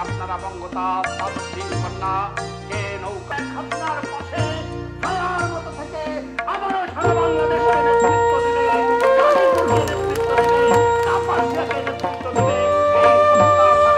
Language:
Bangla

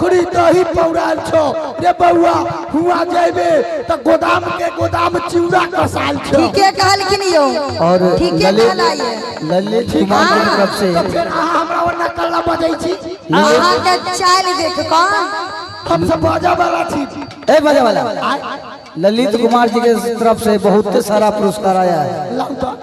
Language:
Maithili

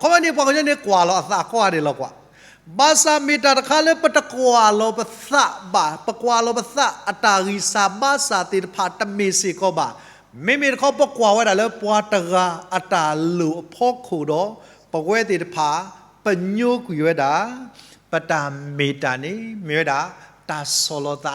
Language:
S'gaw Karen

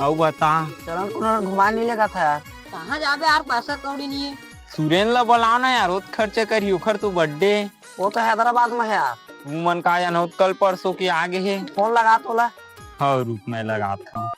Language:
Chhattisgarhi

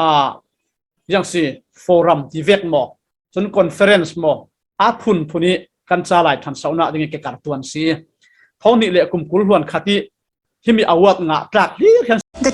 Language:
Falam Chin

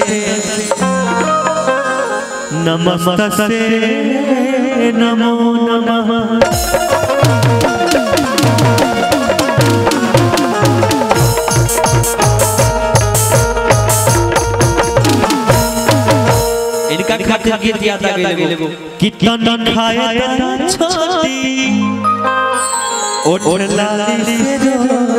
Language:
Bhojpuri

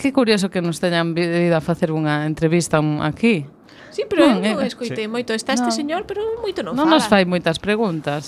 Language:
Galician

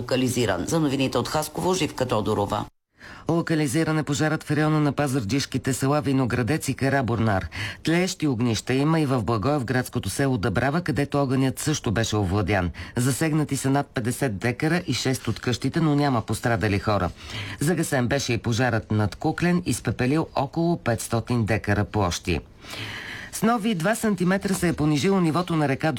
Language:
Bulgarian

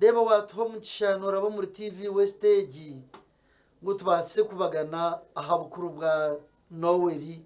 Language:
Nyankole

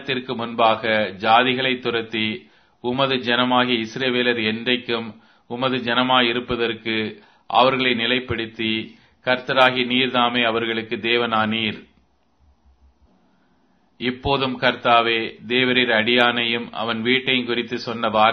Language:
Tamil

